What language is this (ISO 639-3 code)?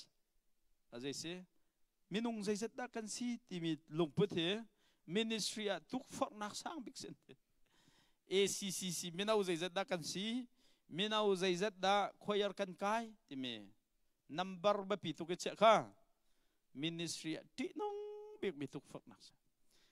cnh